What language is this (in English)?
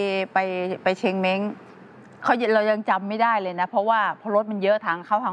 Thai